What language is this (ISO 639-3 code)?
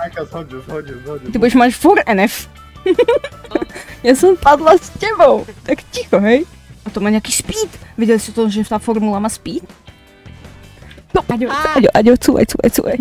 slk